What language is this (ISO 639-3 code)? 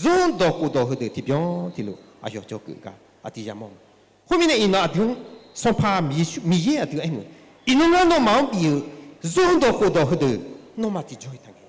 ahk